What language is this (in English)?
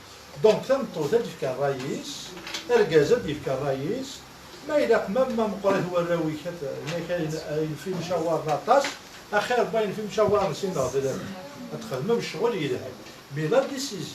Kabyle